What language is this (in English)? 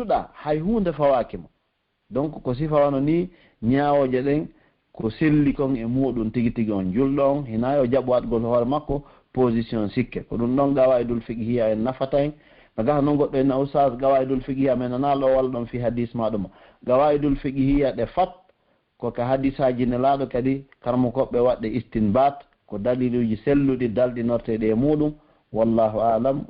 Pular